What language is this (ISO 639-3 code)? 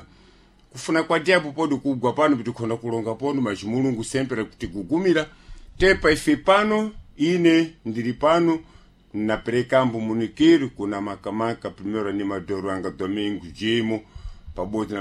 seh